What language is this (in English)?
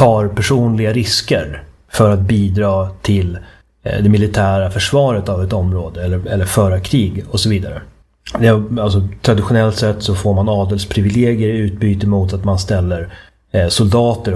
Swedish